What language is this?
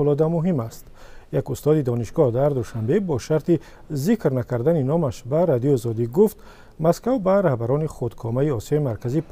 Tajik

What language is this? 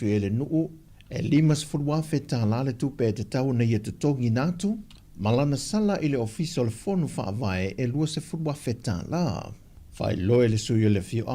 Samoan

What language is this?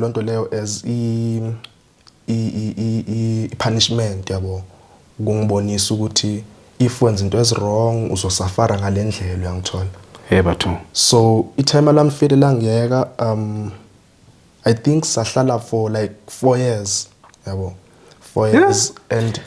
Zulu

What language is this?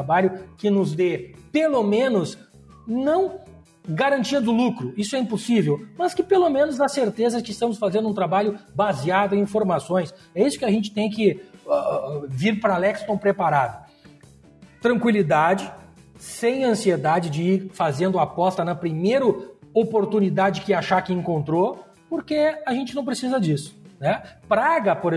Portuguese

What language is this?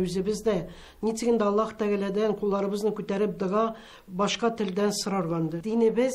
Tatar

